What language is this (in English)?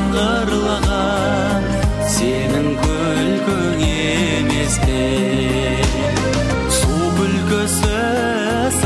Kazakh